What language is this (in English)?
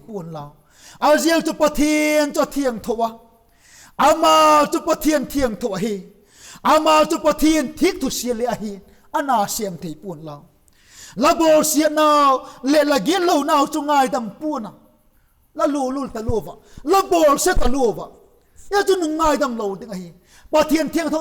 Vaiphei